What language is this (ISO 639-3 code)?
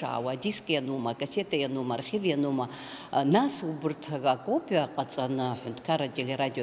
abk